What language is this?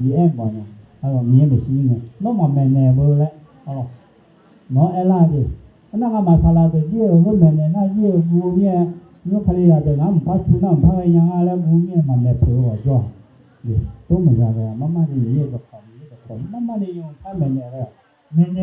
Akha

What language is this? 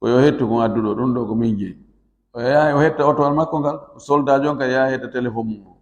Fula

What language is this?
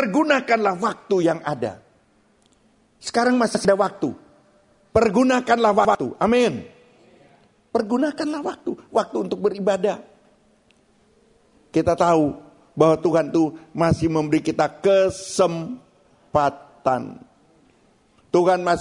Indonesian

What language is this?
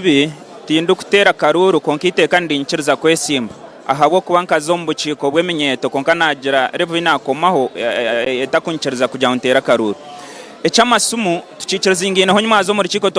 Nyankole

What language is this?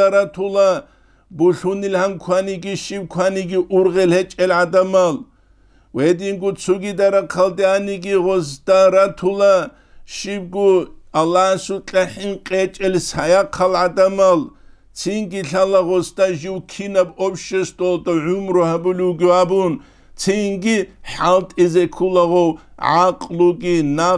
Avaric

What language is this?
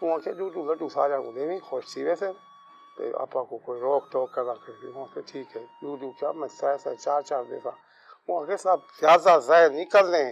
Saraiki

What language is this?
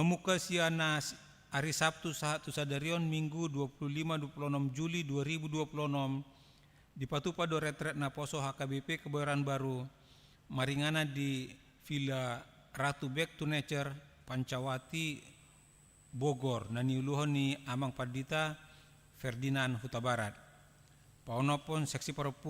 Batak Toba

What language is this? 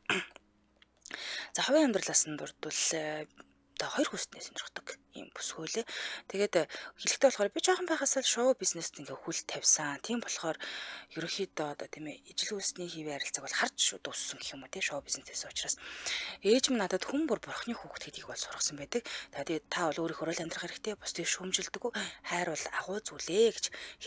Mongolian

